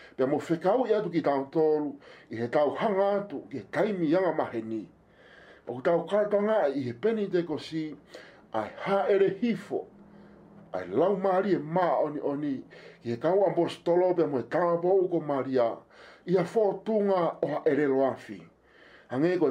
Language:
Tongan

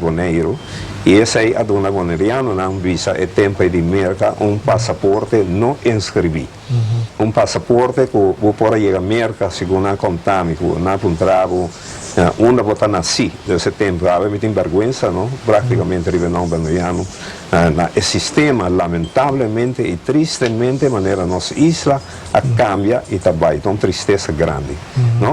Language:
Papiamento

